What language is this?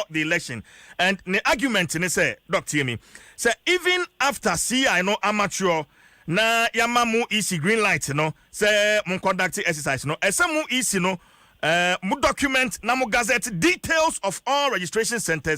Akan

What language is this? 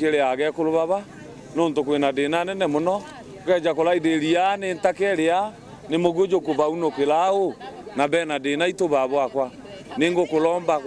Meru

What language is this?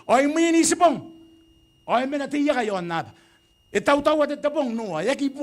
Gilbertese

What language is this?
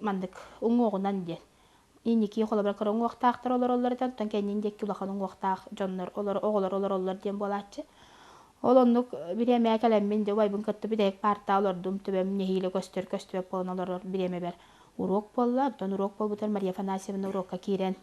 Yakut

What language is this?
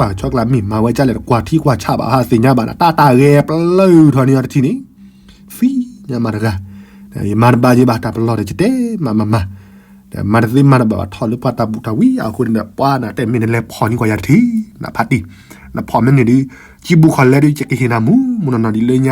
S'gaw Karen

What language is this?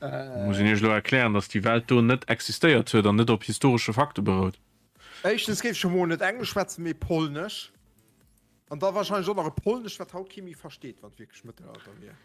Luxembourgish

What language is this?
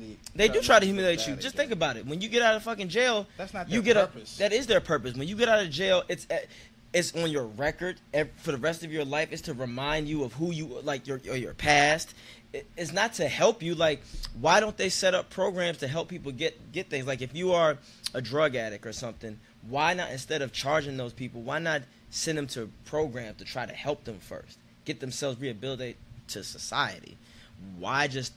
English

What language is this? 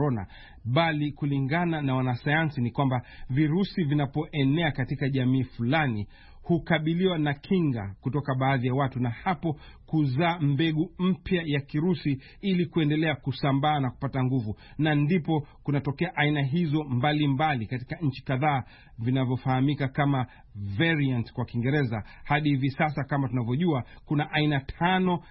Swahili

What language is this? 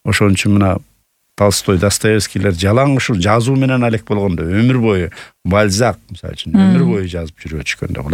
Kyrgyz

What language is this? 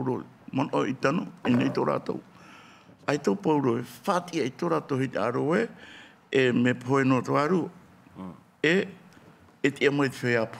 Tahitian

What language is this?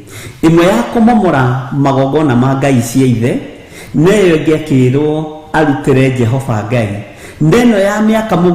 Kikuyu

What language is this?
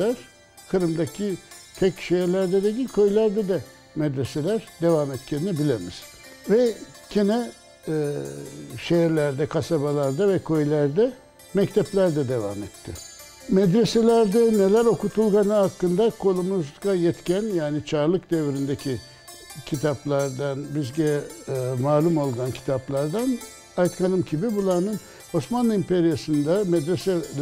Crimean Tatar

